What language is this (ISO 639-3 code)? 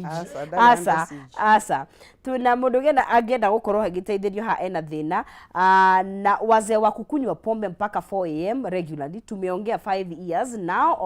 kik